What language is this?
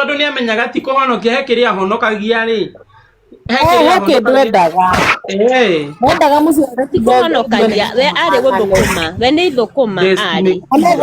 Kikuyu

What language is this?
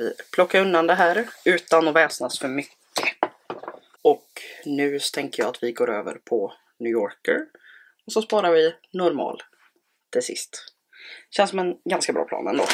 Swedish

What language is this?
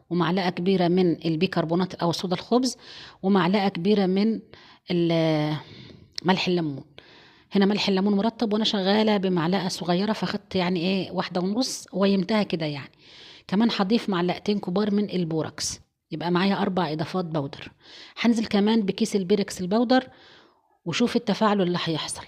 Egyptian Arabic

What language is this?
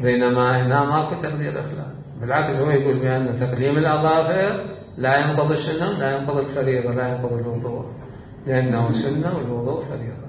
Mesopotamian Arabic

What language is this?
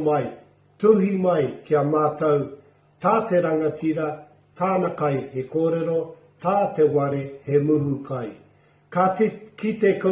Māori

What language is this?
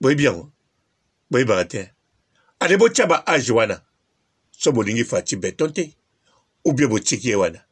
Lingala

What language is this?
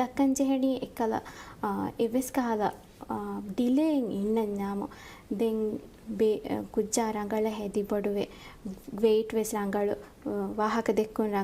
Divehi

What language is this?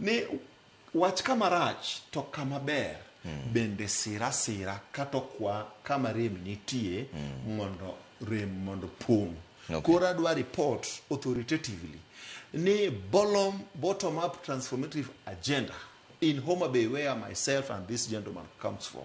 Luo (Kenya and Tanzania)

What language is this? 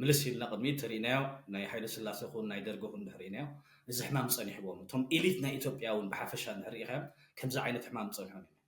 Tigrinya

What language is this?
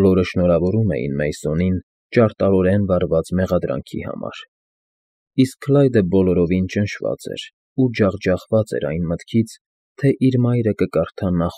Armenian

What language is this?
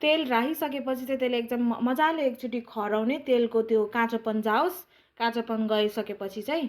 Nepali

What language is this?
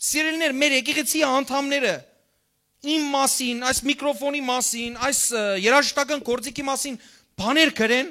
Western Armenian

